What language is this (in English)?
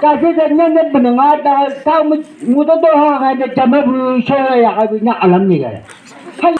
Chang Naga